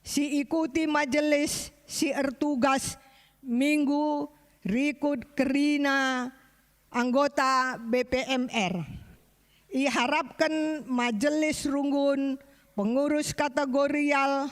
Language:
Batak Karo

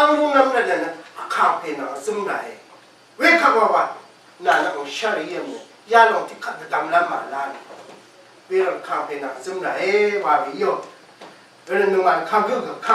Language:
Rawang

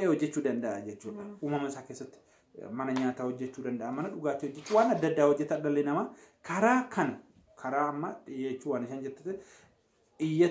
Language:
Oromo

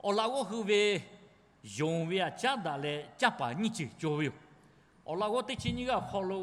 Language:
Lahu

